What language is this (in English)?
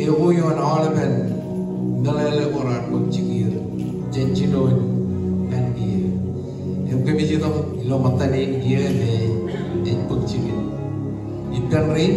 Marshallese